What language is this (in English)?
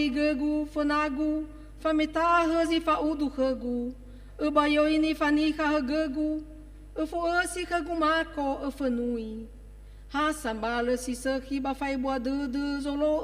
Nias